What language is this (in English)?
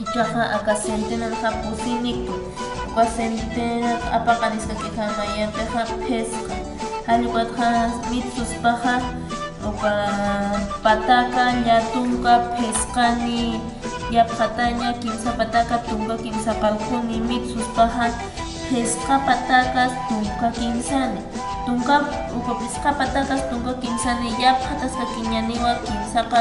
Aymara